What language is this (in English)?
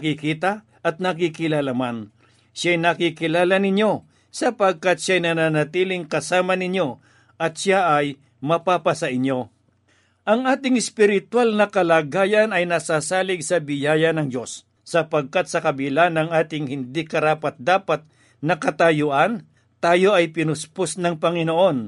Filipino